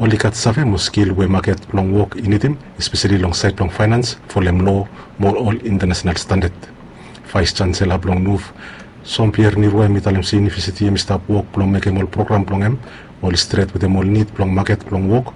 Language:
Bislama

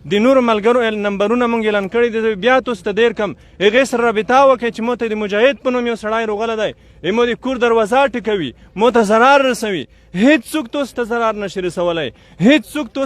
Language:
Pashto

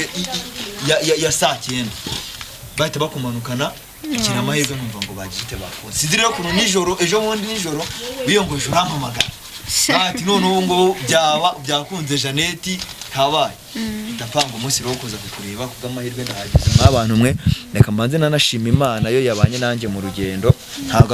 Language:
Kinyarwanda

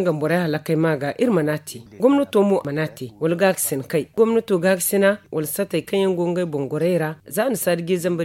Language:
Zarma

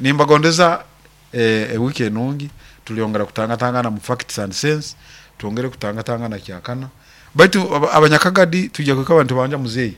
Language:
Nyoro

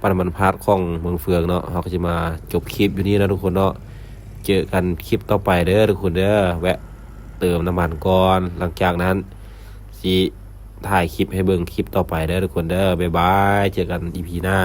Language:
Lao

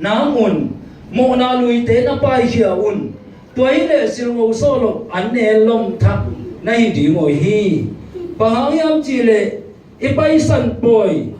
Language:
Tedim Chin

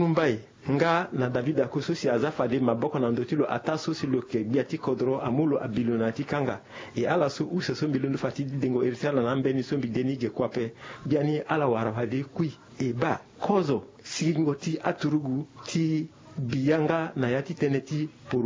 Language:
Sango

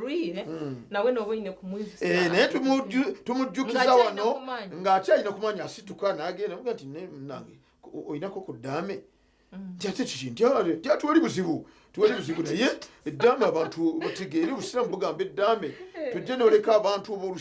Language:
Nyankole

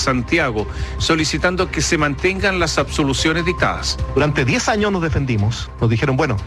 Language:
Spanish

